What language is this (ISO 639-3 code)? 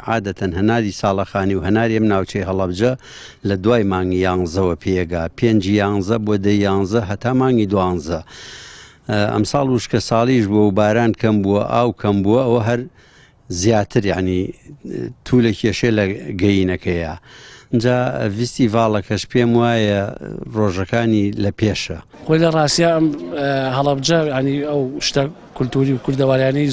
ckb